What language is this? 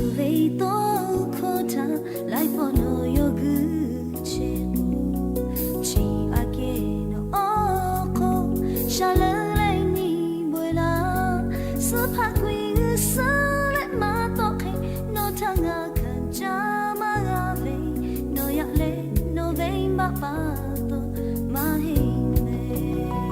Lahu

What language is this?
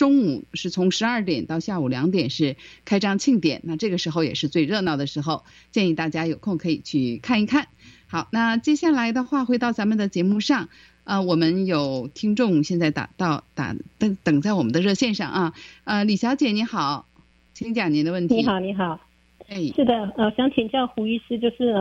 Chinese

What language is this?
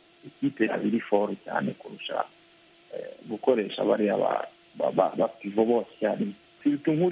Kinyarwanda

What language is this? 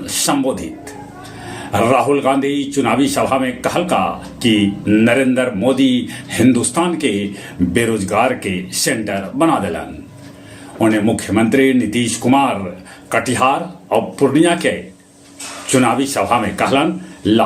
Magahi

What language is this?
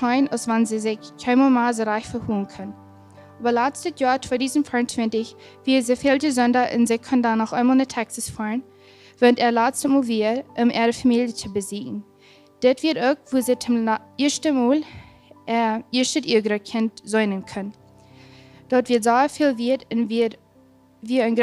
Plautdietsch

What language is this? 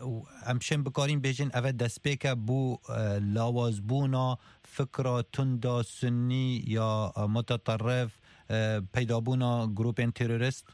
Kurdish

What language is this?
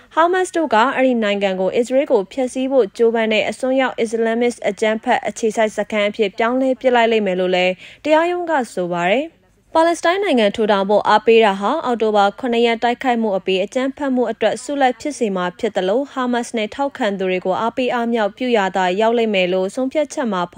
Burmese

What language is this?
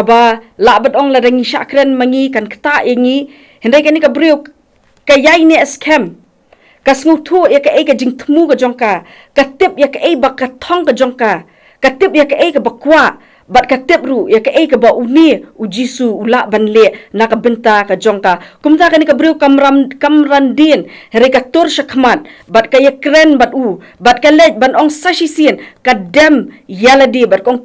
Khasi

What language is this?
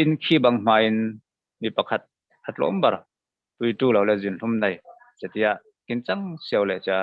Falam Chin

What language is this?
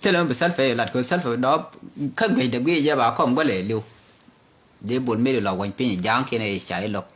Nuer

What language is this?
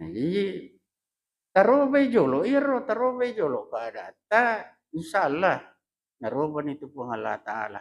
Buginese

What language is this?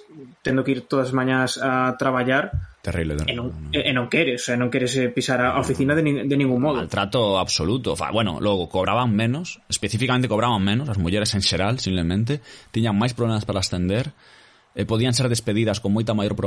Galician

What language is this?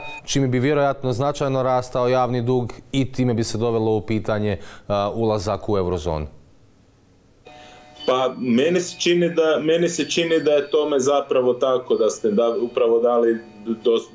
Croatian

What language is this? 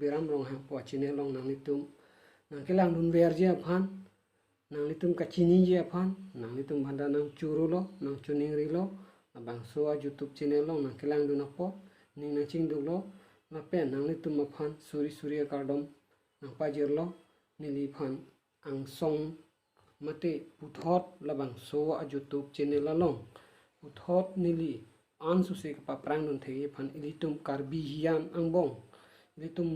Karbi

